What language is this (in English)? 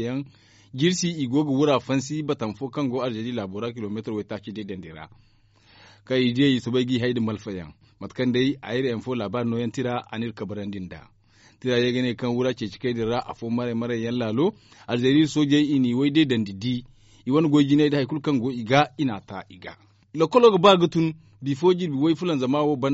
Zarma